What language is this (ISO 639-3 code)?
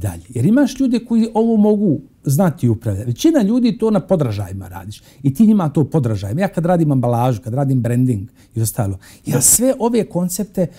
bos